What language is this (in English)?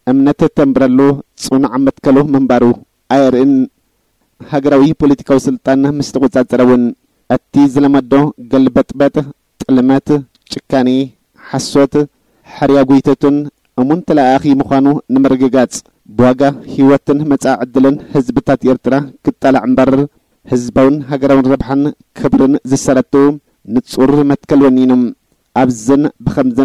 Tigrinya